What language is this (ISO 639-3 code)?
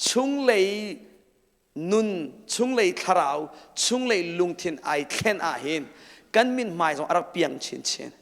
cnh